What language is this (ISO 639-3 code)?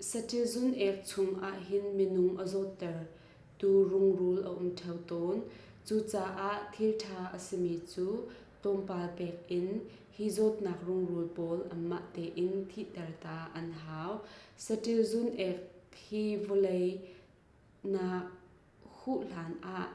cnh